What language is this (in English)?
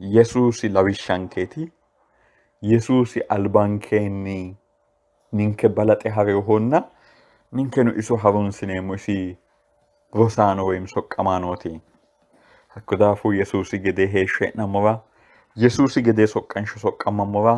Sidamo